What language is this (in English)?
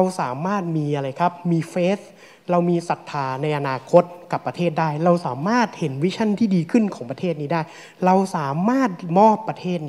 Thai